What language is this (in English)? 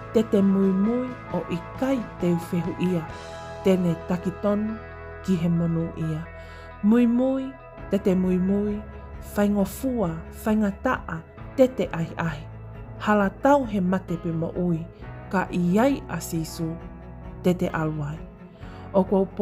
Tongan